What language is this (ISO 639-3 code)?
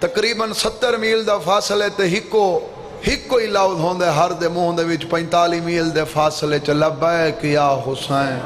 skr